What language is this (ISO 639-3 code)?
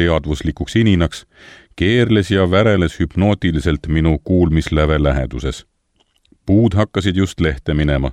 est